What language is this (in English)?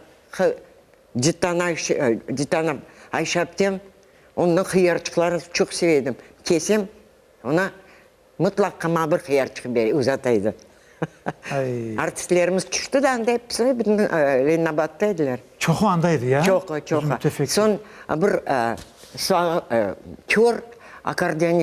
Crimean Tatar